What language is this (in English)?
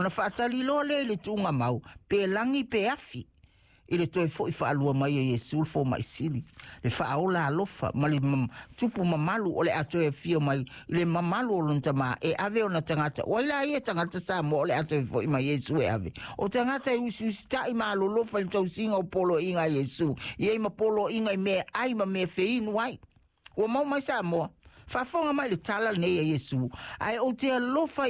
Samoan